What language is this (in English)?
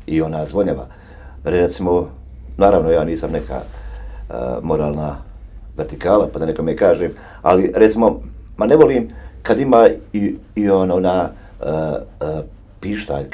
Bosnian